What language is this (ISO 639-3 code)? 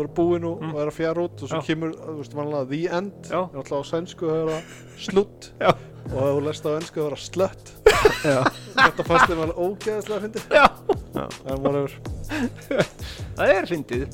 isl